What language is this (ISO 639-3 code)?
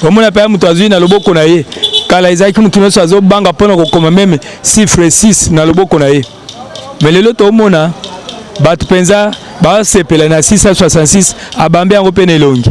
lin